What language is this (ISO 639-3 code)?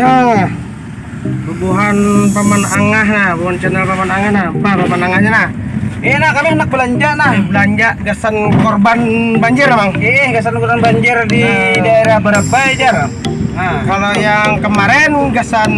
bjn